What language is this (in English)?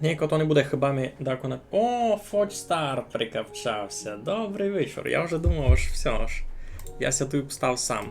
Rusyn